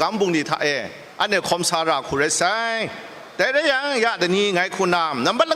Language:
Kachin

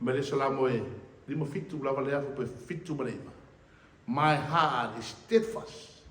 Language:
Samoan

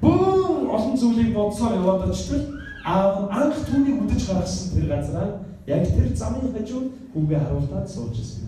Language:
Mongolian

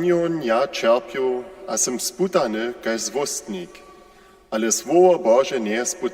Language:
Upper Sorbian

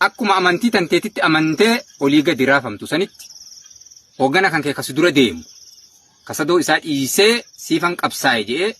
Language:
Oromo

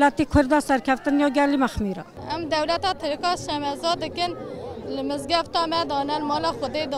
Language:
Kurdish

